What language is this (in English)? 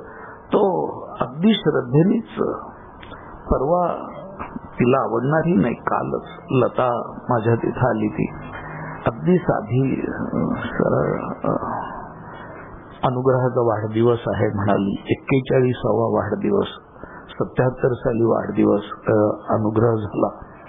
Marathi